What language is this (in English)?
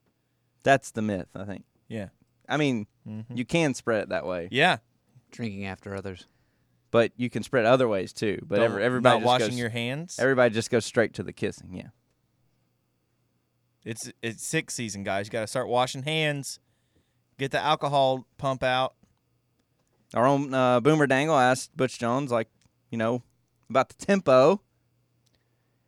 English